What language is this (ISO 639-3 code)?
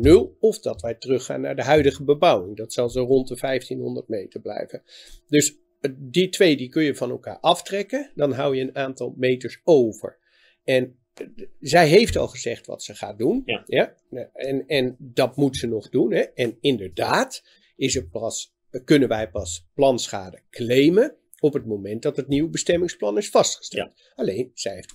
nld